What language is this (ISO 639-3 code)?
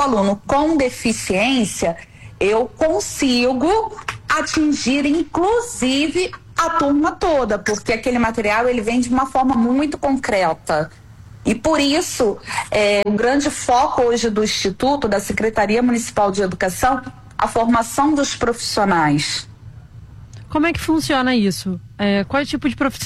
por